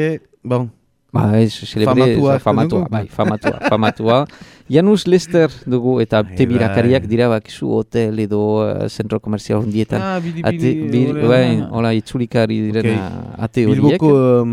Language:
Basque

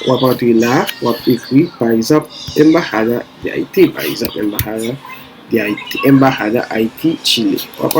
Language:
Haitian Creole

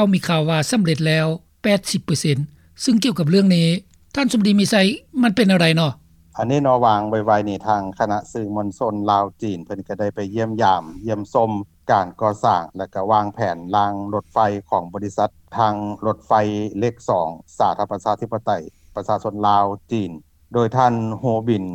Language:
Lao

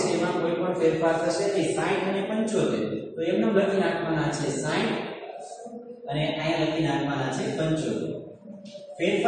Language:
Gujarati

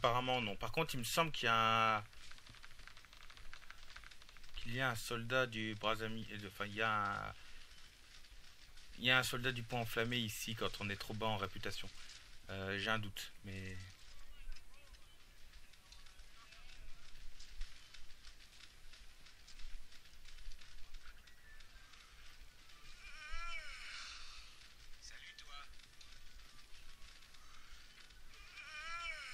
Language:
French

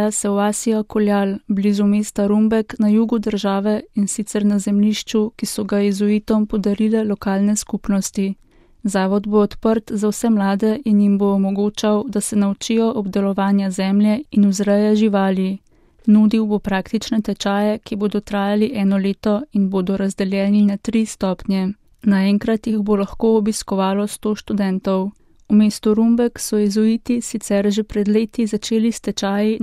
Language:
Slovenian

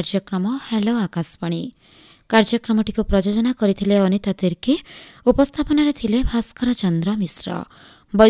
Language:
Odia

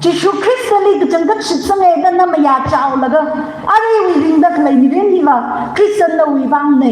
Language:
Tangkhul Naga (India)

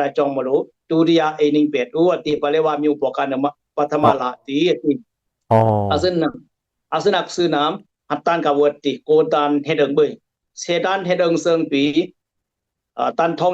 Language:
Dimasa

